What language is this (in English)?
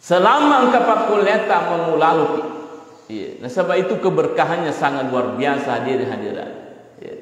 Buginese